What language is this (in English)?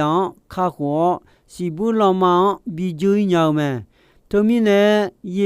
Akha